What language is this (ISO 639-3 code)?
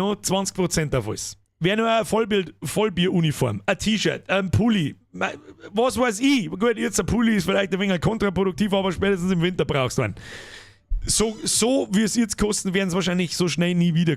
bar